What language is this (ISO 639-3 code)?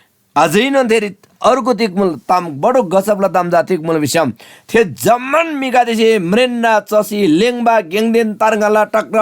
taj